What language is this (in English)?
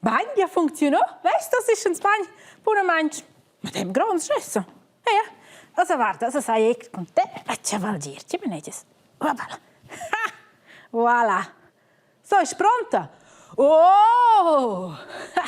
Romansh